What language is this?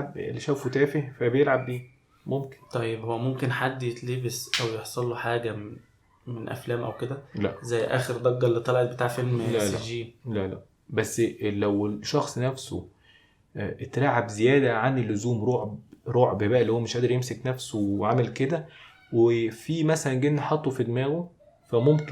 Egyptian Arabic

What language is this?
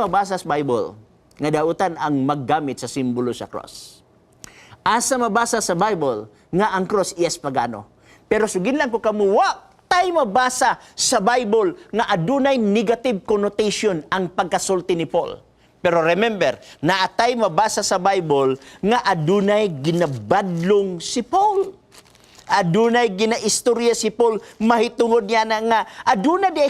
Cebuano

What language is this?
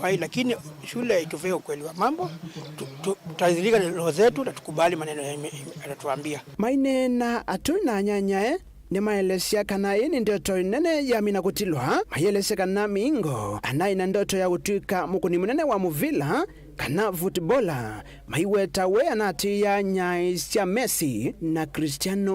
Kamba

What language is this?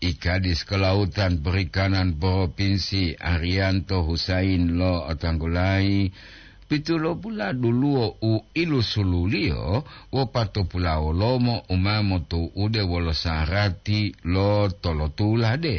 Gorontalo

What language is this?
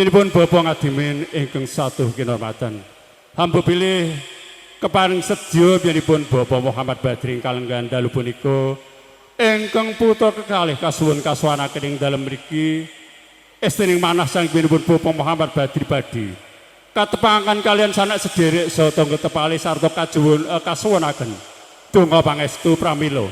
Javanese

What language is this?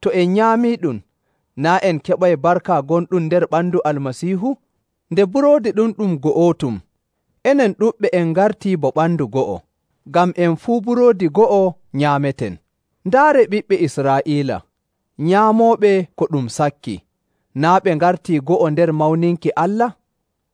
Nigerian Fulfulde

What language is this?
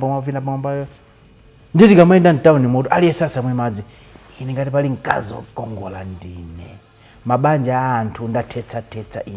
Nyanja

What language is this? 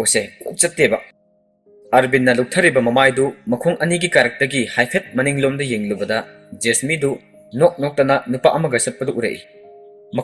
Manipuri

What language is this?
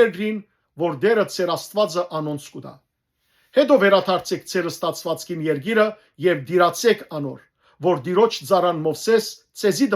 Western Armenian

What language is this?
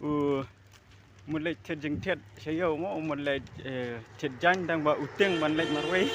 Khasi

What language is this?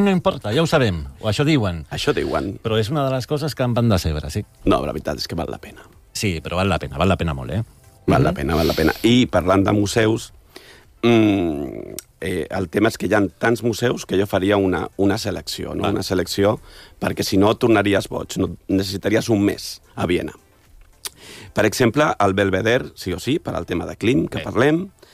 Catalan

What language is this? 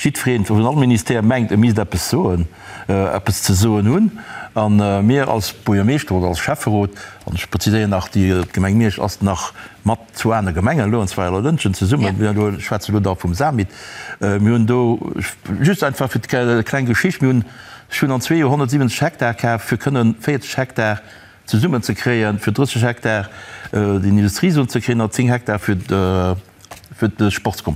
Luxembourgish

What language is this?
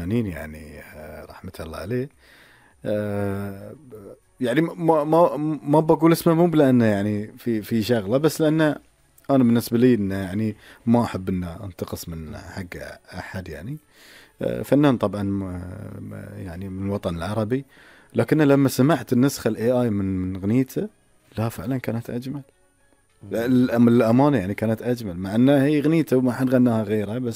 Gulf Arabic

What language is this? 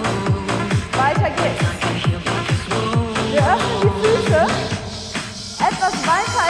German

